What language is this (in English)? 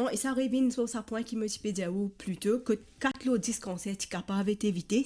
Morisyen